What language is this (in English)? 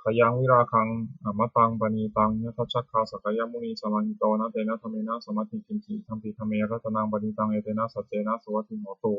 Pali